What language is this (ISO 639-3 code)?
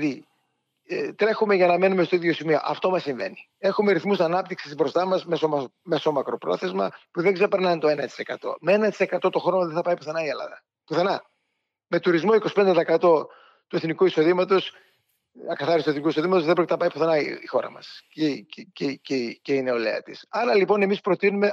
ell